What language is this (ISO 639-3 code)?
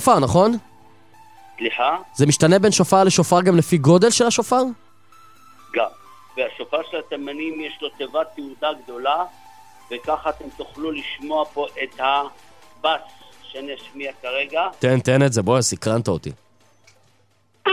heb